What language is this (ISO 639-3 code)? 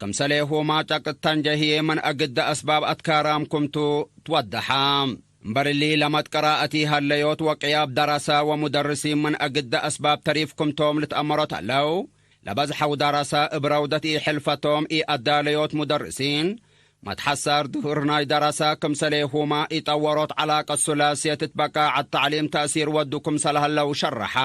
tig